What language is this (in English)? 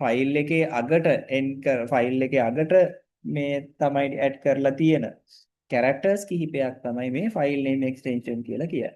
Sinhala